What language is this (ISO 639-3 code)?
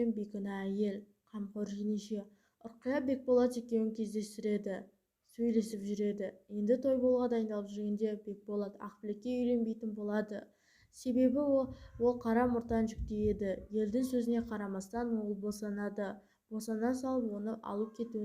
kaz